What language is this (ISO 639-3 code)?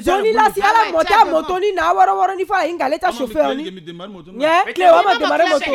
sag